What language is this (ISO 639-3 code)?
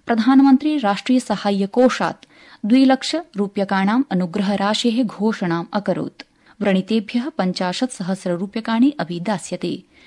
san